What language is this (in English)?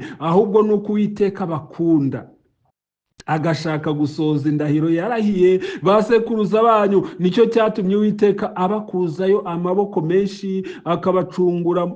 Kinyarwanda